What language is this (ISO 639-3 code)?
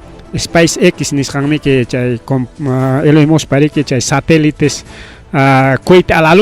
quy